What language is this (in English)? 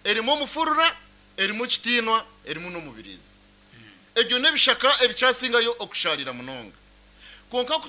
Nyankole